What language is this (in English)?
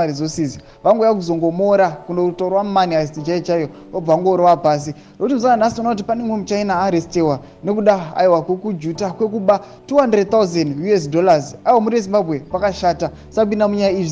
Shona